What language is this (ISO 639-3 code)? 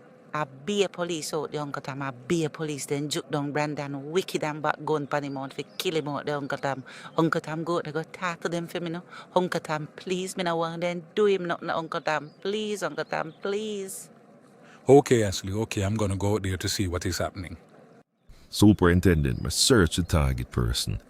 jam